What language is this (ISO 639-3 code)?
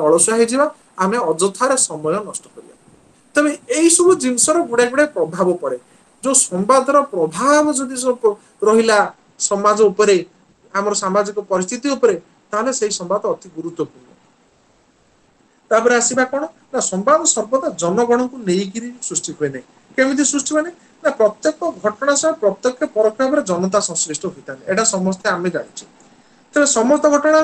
ori